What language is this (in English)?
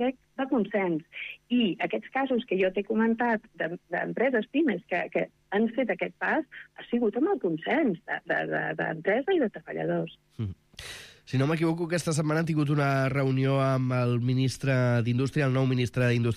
Catalan